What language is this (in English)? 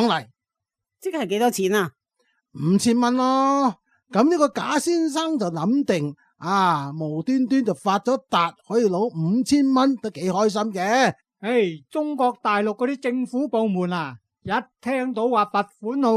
Cantonese